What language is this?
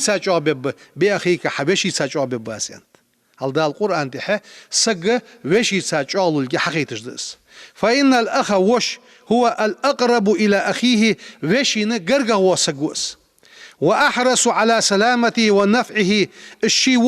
Ingush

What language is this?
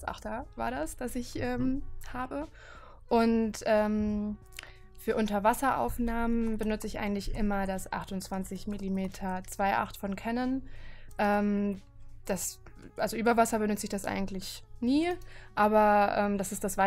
German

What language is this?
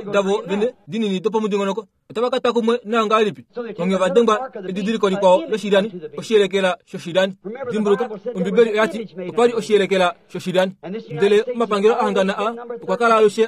Kuanyama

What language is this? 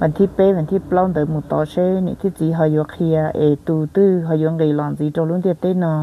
Hmong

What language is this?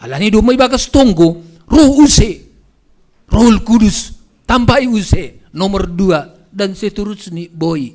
Batak Simalungun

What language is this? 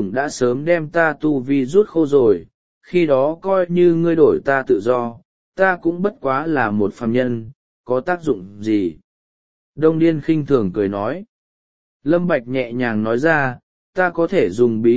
Vietnamese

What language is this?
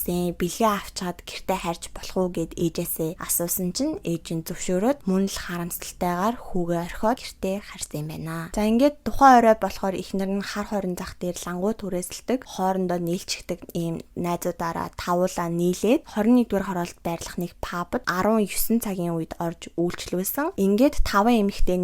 Mongolian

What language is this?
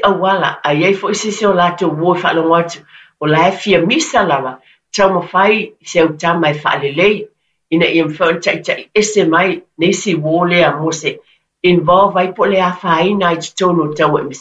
Samoan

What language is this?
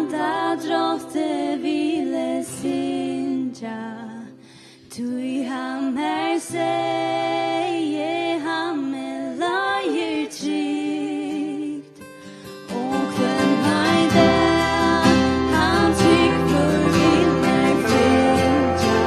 Faroese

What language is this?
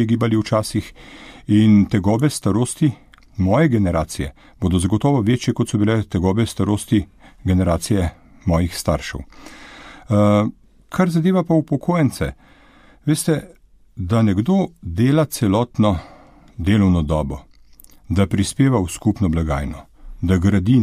Slovenian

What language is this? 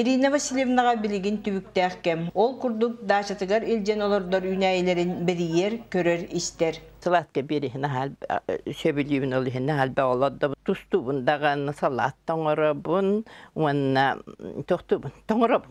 Yakut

